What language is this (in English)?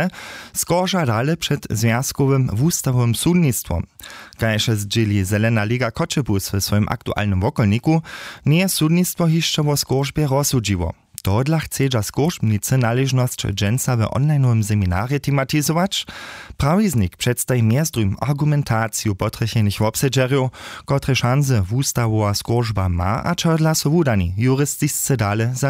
Upper Sorbian